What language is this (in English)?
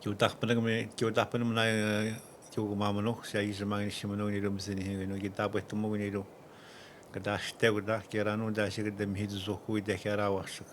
Atikamekw